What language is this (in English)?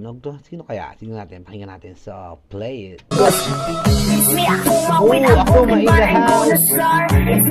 Filipino